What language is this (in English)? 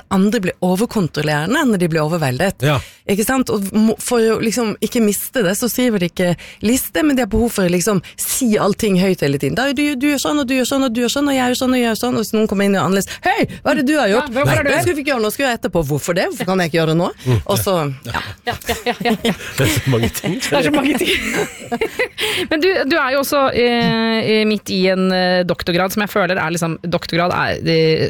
Norwegian